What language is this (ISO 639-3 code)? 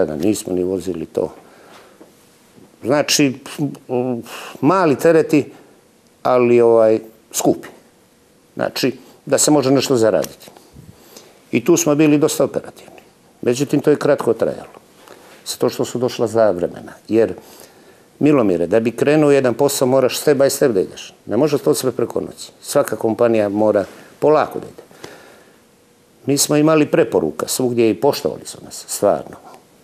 srp